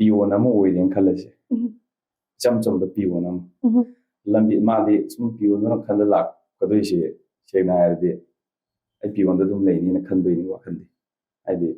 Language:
Manipuri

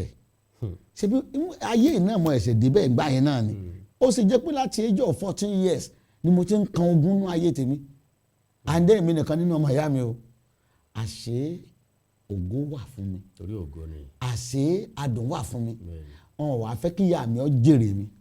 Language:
Yoruba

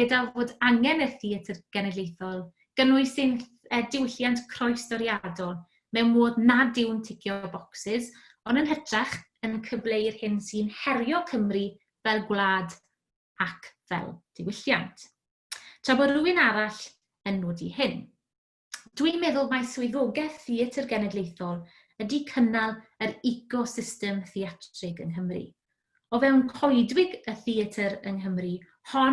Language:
Welsh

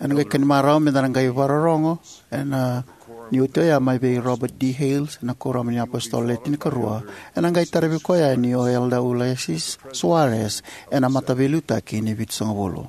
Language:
Fijian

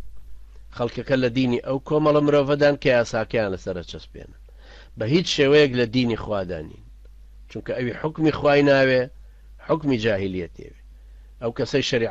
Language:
Central Kurdish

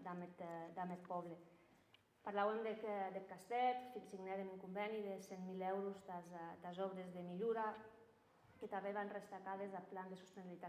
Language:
Occitan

